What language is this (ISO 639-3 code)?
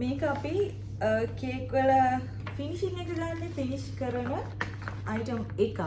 sin